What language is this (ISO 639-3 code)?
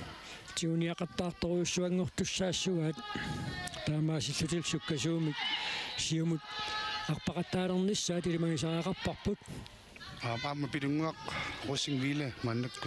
kal